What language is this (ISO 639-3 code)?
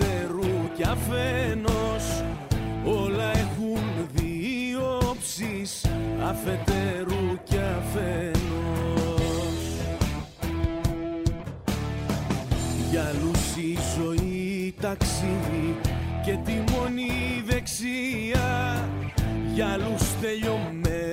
ell